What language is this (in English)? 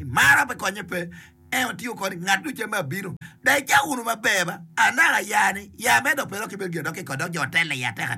Acoli